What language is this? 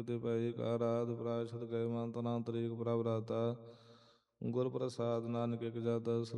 Punjabi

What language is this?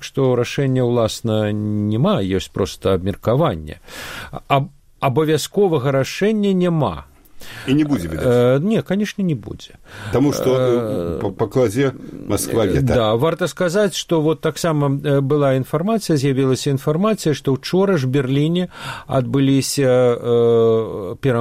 Belarusian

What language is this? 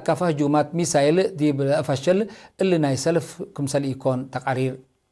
Tigre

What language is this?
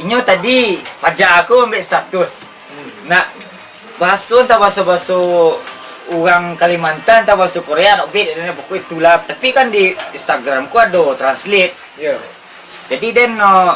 Minangkabau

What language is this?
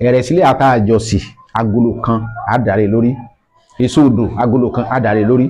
Yoruba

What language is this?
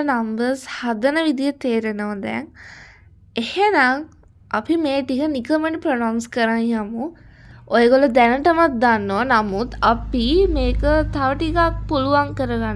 Sinhala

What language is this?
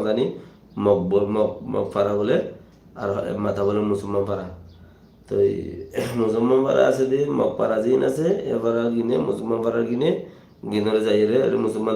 Rohingya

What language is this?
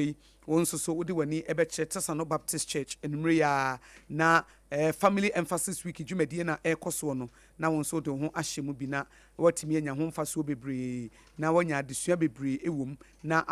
Akan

